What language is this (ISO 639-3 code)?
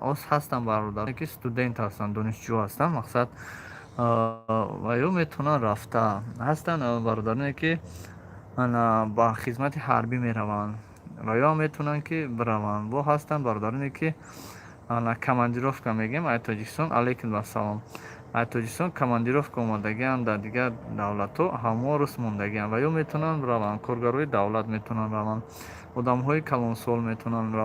tgk